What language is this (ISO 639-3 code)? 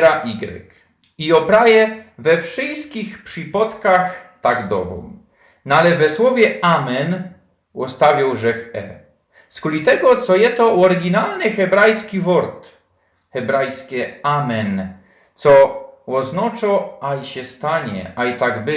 szl